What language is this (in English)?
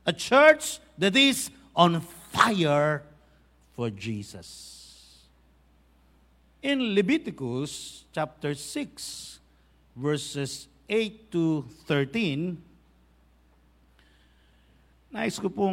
Filipino